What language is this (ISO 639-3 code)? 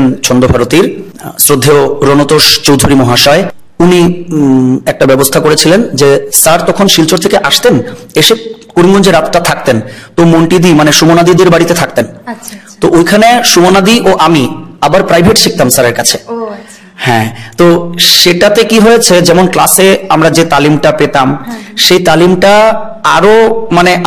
ben